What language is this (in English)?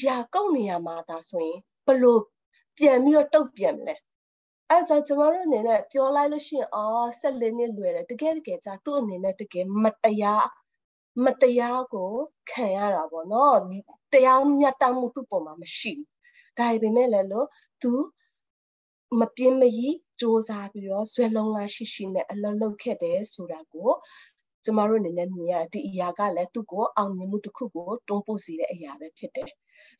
Burmese